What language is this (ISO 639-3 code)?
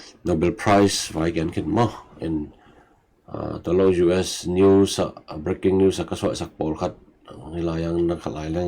ctd